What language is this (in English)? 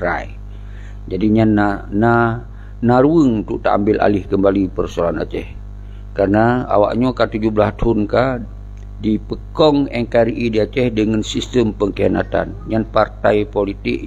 Achinese